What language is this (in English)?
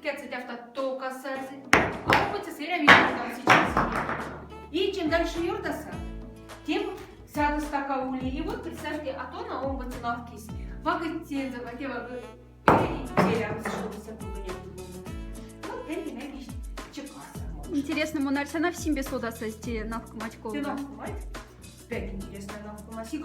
Moksha